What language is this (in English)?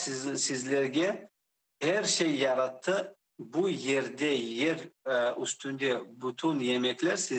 Crimean Tatar